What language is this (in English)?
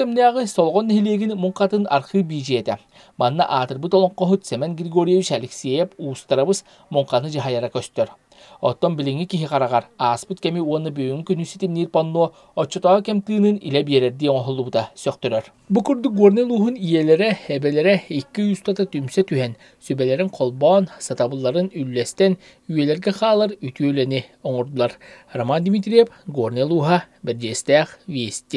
Yakut